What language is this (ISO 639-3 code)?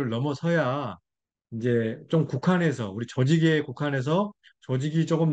kor